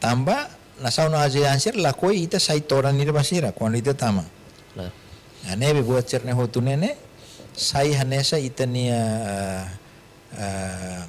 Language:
Tetum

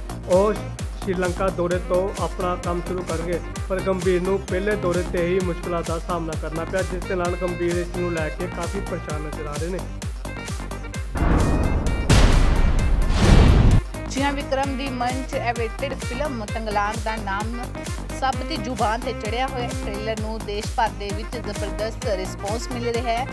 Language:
Punjabi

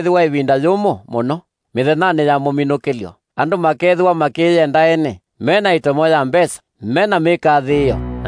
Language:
Kamba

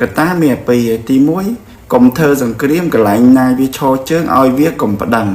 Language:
Khmer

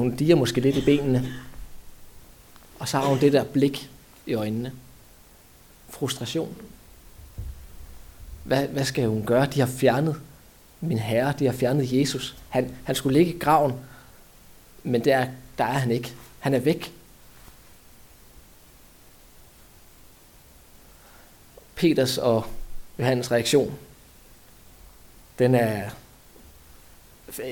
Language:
Danish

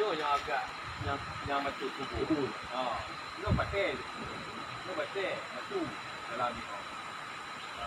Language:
Achinese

